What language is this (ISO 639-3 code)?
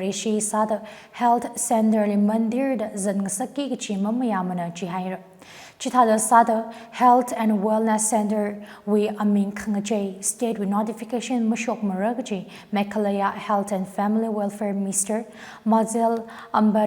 nmf